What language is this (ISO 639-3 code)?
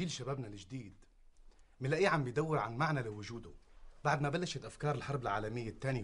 apc